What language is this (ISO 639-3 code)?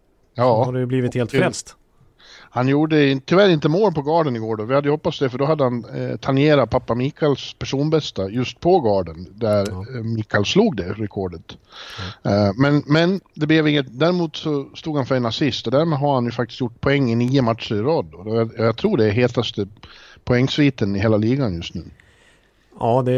swe